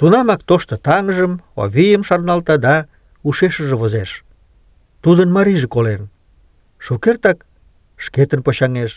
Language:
Mari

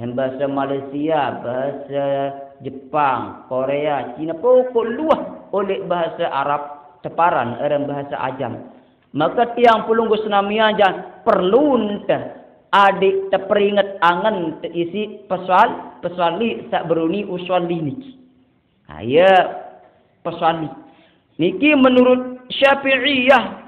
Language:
Sasak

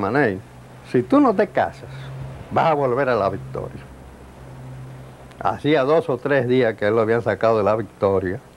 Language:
Spanish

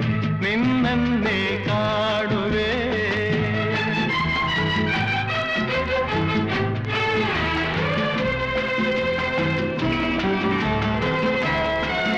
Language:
Kannada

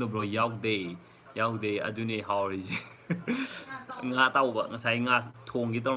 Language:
Manipuri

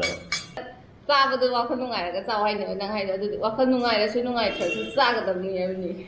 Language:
Manipuri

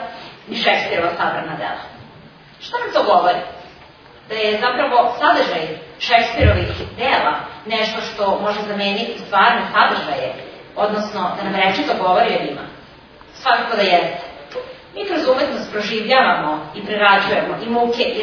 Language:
Serbian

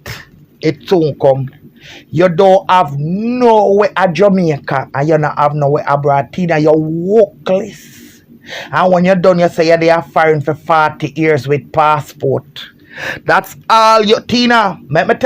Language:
Jamaican Creole English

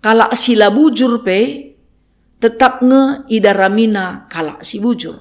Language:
Batak Karo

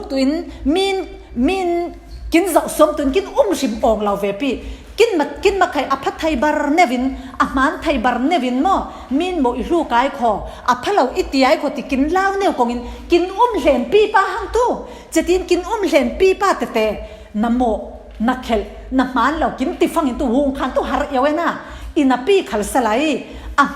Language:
Falam Chin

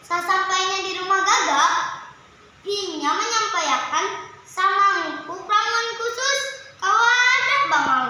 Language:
Banjar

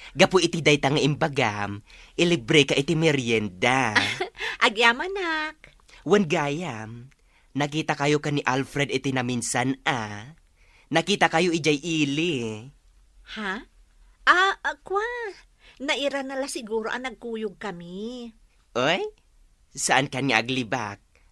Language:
Iloko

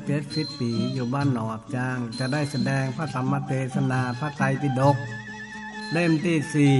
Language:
Northern Thai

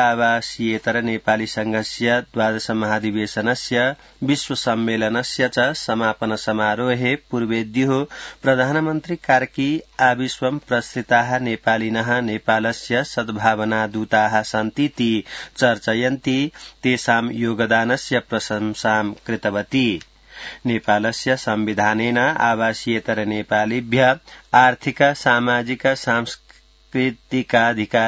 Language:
Sanskrit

